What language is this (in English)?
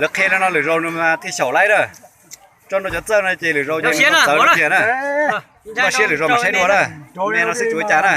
Hmong